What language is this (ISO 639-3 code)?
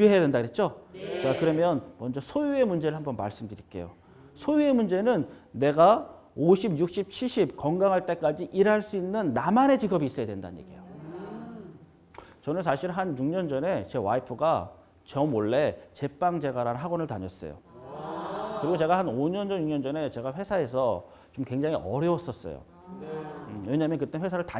kor